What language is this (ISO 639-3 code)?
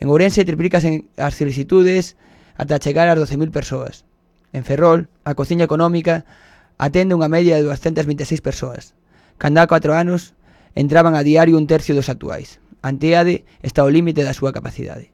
glg